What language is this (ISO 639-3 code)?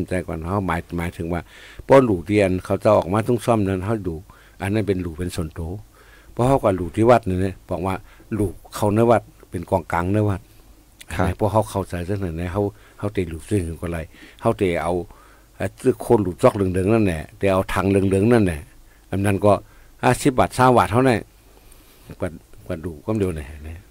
tha